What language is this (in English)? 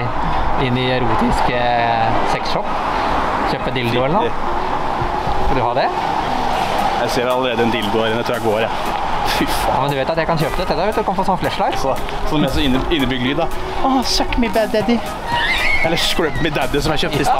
Norwegian